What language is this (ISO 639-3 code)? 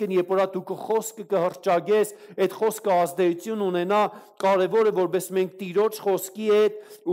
hye